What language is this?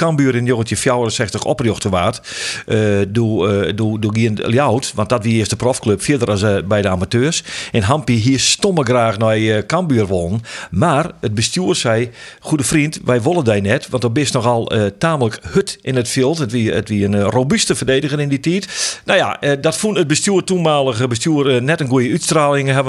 Western Frisian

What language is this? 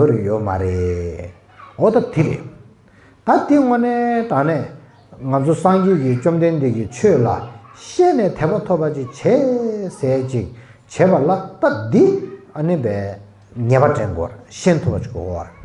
Tibetan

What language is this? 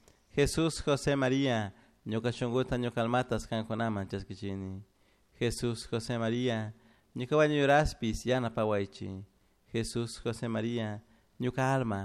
Chimborazo Highland Quichua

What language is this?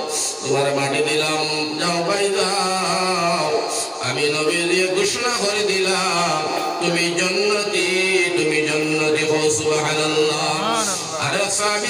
Sylheti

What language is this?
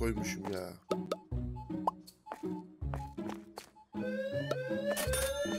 Turkish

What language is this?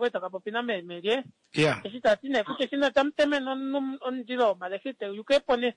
Kuanyama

